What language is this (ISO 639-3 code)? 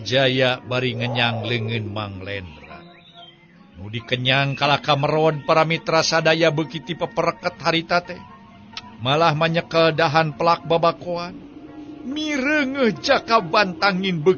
sun